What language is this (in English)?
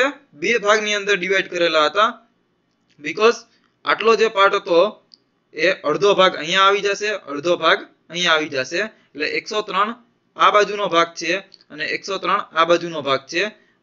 Gujarati